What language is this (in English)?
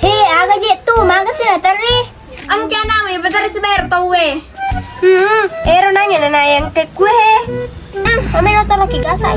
Buginese